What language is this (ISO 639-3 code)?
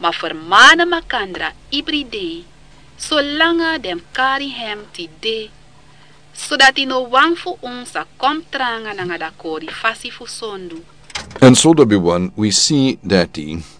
srn